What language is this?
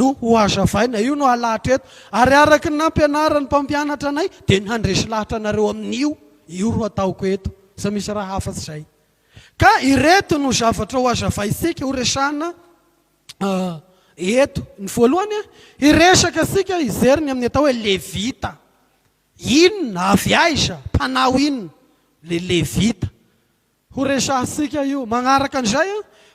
Malagasy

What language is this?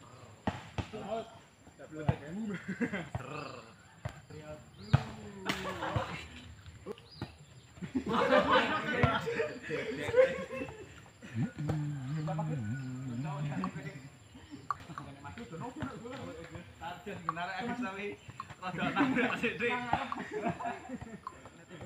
Indonesian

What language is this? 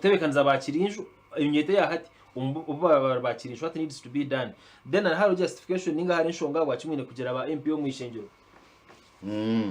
Nyankole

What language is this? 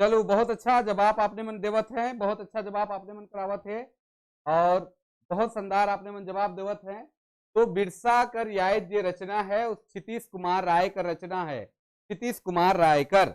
Sadri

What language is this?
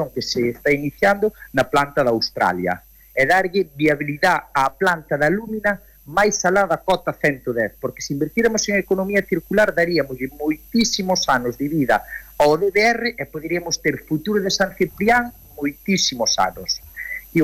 Galician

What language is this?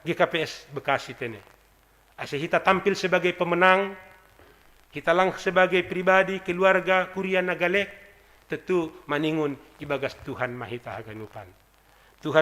Batak Simalungun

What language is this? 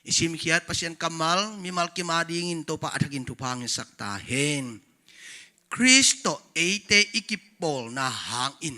Tedim Chin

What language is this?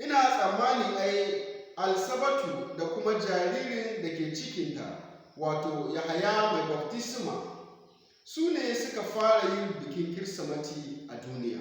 Hausa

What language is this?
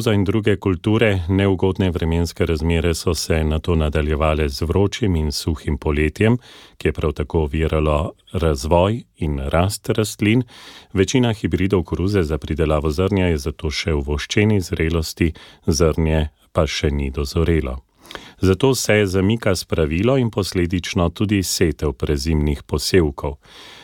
Slovenian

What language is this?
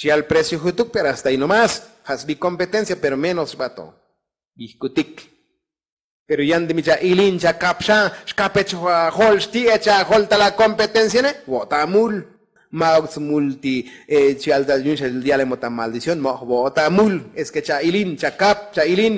Tzotzil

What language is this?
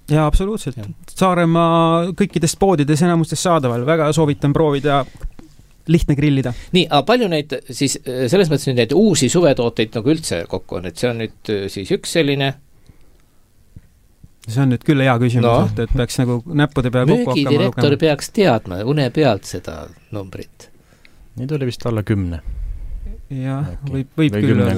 Estonian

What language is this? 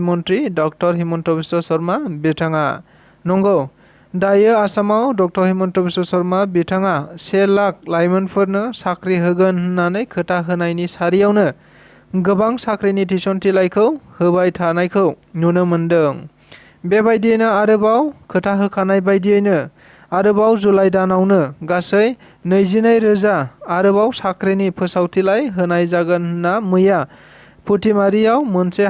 Bodo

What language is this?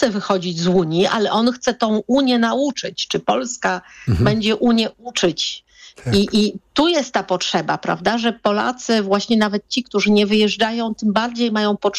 Polish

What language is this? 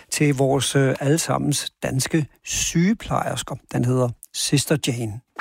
Danish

